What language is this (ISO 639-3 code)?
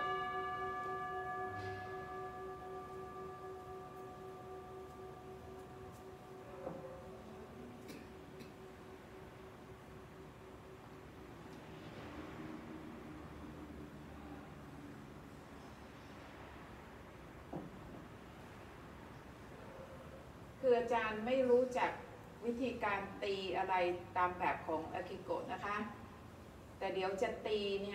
tha